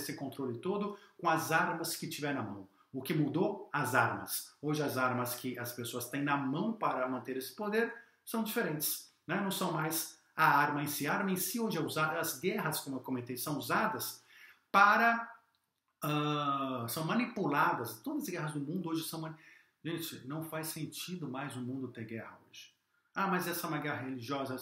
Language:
Portuguese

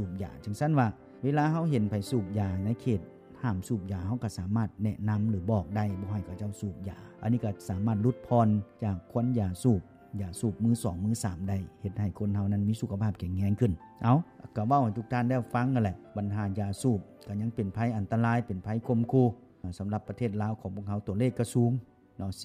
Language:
Lao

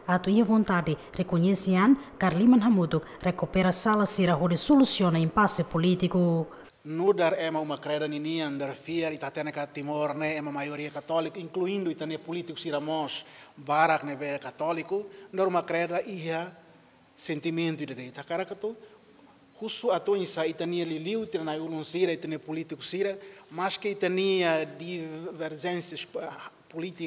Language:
Tetum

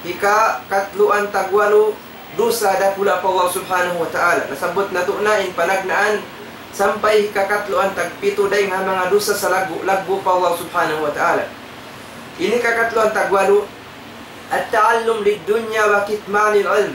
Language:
Tausug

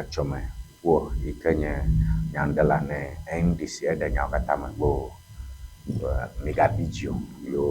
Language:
Ewe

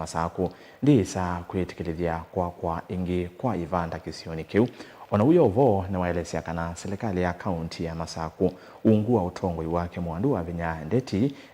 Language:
Kamba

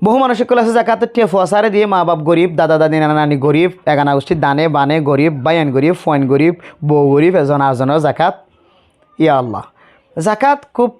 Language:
Rohingya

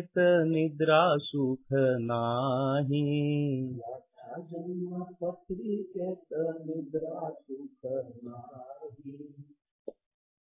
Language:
Marathi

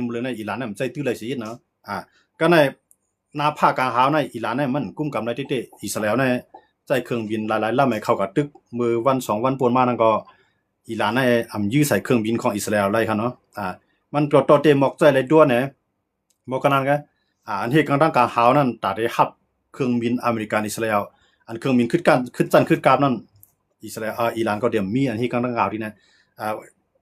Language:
Shan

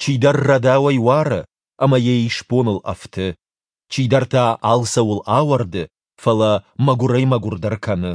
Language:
Ossetic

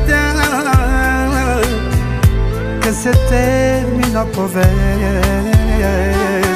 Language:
Romanian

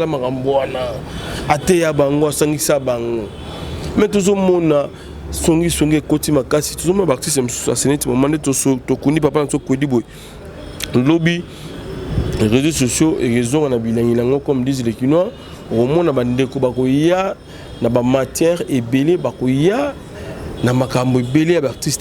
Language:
Lingala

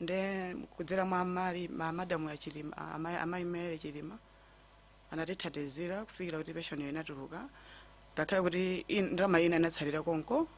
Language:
Nyanja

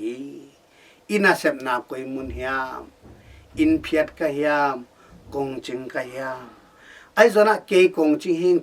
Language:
Tedim Chin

